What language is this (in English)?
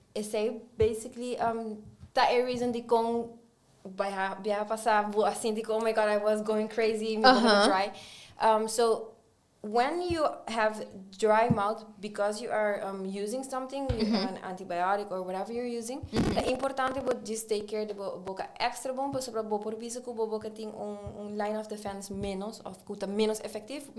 Papiamento